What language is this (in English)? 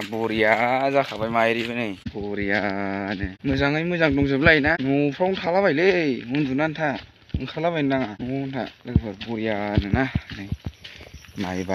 Bodo